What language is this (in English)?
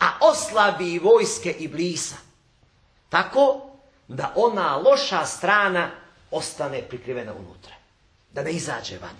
Bosnian